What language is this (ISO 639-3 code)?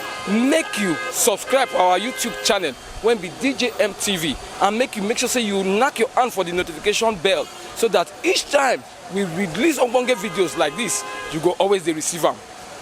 pcm